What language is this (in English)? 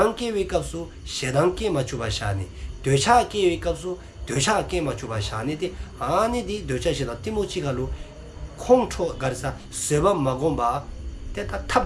Dzongkha